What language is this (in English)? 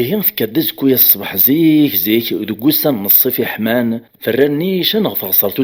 Kabyle